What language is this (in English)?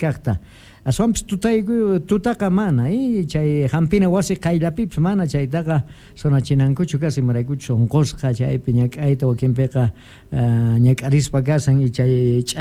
Quechua